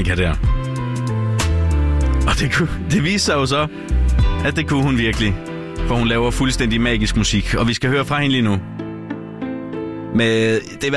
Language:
Danish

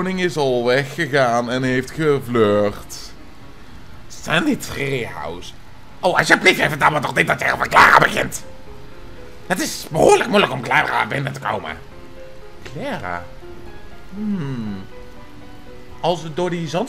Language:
Dutch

